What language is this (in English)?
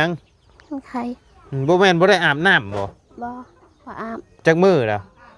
Lao